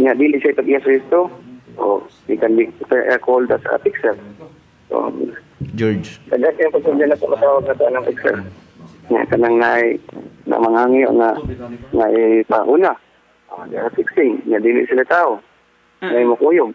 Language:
Cebuano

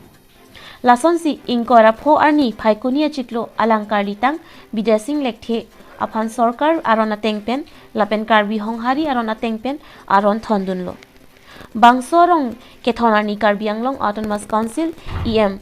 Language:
Karbi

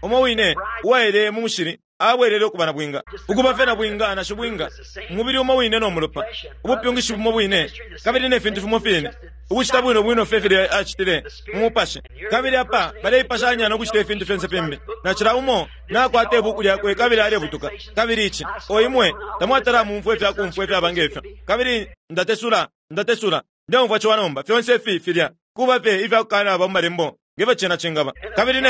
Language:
Bemba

